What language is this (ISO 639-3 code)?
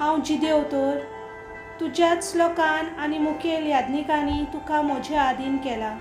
kok